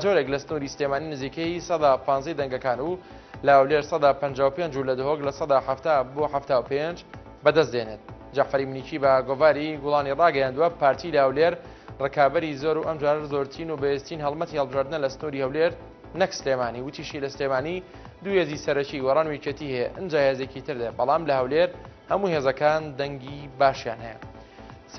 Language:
Central Kurdish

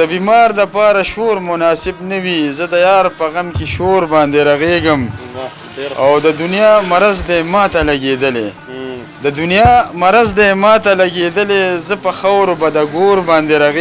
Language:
Pashto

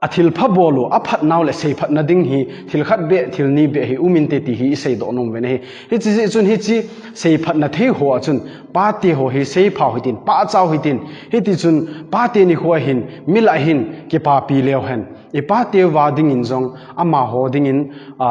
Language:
Thado Chin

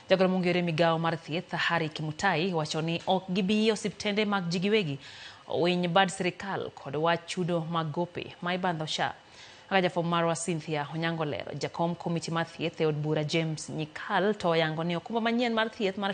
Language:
Luo (Kenya and Tanzania)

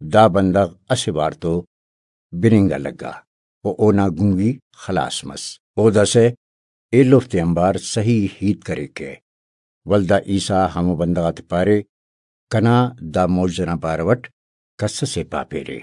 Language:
Brahui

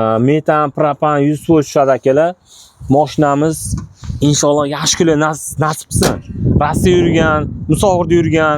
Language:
Uzbek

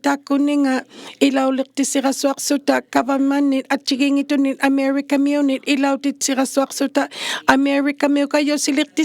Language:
Inuktitut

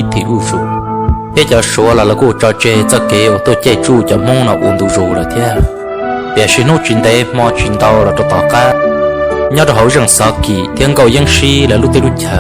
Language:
Hmong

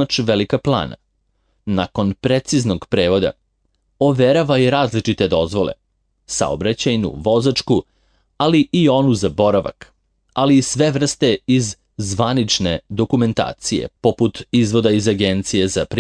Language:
Serbian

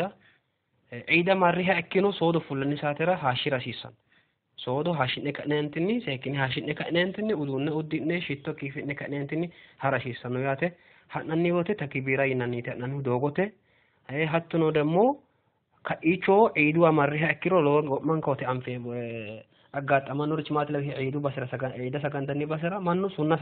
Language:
Sidamo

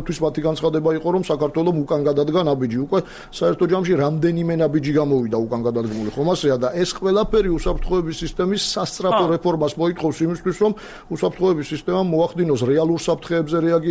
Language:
Georgian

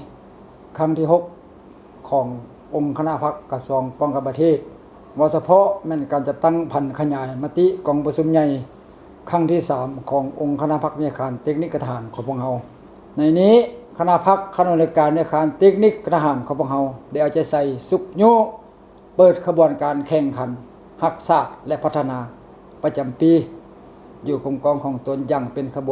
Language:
Lao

